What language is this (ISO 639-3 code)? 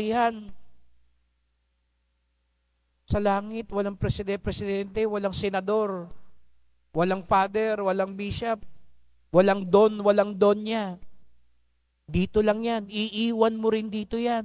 fil